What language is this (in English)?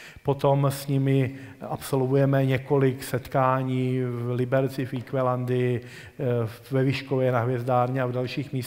Czech